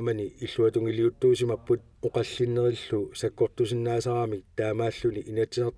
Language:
Kalaallisut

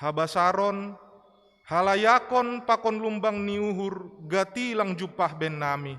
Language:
Batak Simalungun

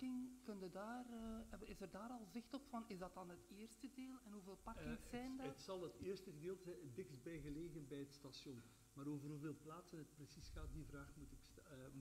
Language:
Dutch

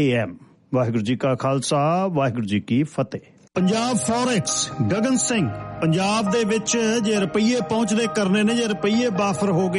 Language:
Punjabi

